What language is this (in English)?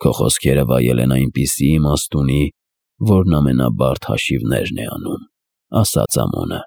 Armenian